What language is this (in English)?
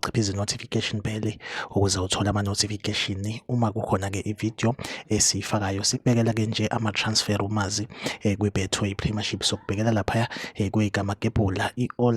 Zulu